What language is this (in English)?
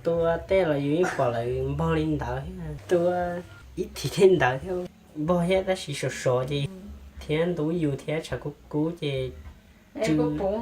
Hmong